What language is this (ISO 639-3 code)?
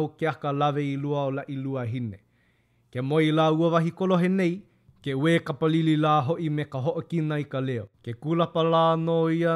haw